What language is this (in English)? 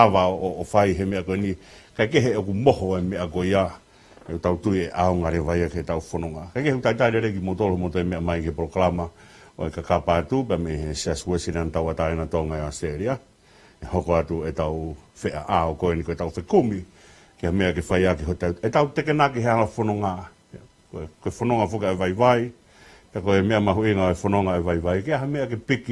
Tongan